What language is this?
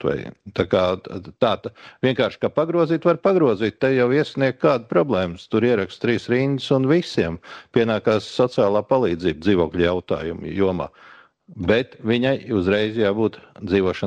Latvian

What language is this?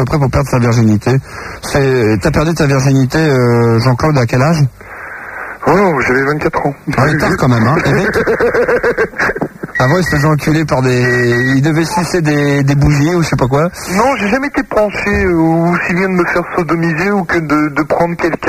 French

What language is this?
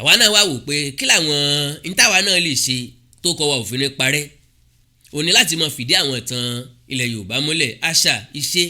Yoruba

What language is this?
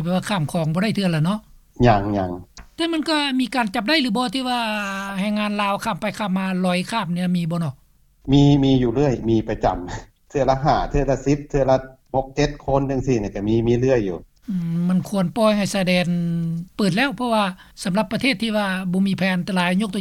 Lao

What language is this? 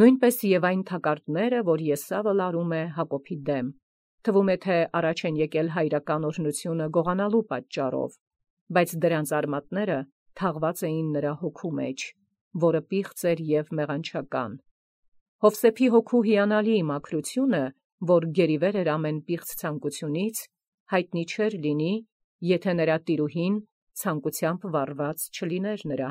Armenian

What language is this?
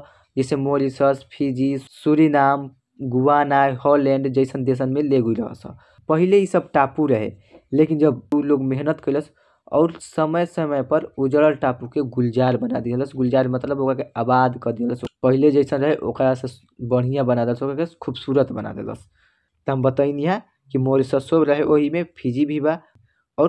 Bhojpuri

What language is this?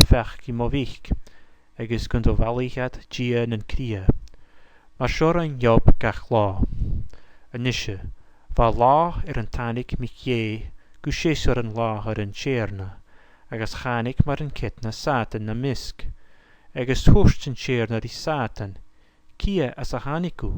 Scottish Gaelic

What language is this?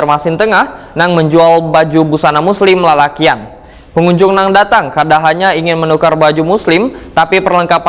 Banjar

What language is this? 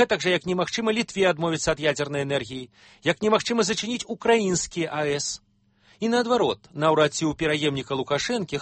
Belarusian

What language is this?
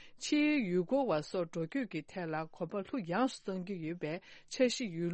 Tibetan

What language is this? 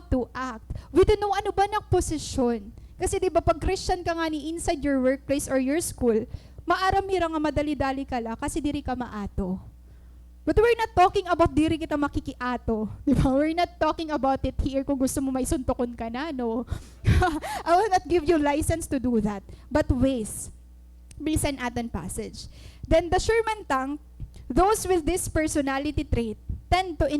Waray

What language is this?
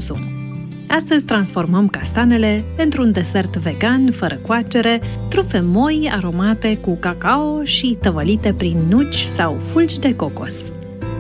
Romanian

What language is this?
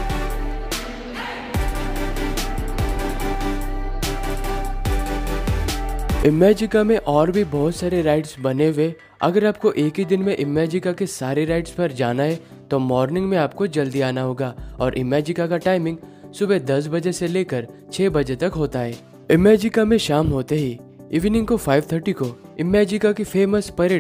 Hindi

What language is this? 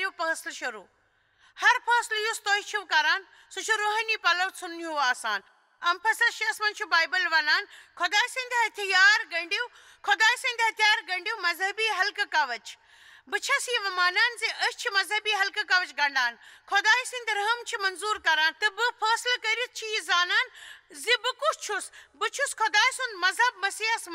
Kashmiri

